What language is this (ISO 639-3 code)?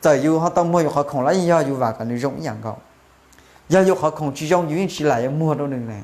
hmn